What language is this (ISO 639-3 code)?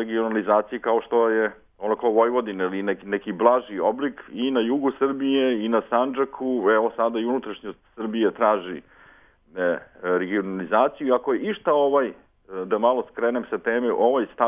srp